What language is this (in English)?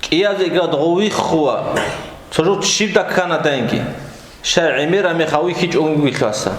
Avaric